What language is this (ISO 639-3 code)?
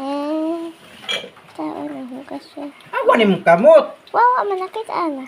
ceb